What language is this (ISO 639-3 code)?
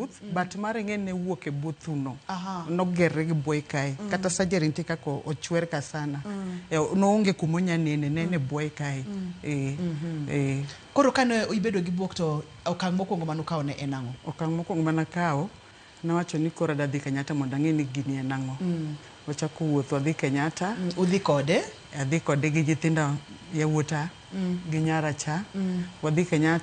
luo